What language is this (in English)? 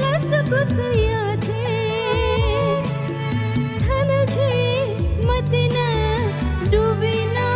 Newari